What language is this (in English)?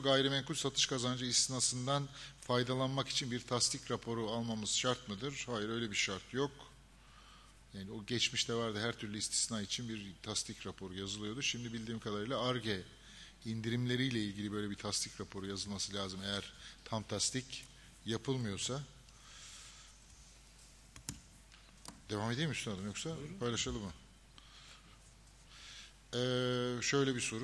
Turkish